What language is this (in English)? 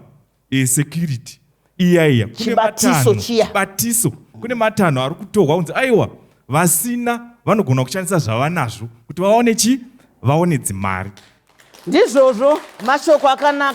Shona